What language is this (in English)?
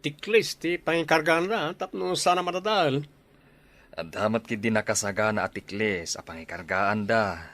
Iloko